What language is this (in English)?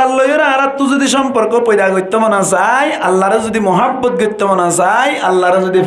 Rohingya